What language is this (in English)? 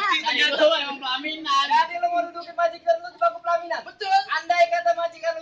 Betawi